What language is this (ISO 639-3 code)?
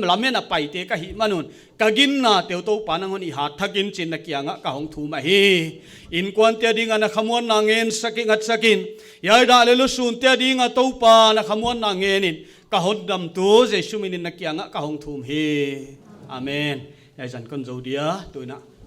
pck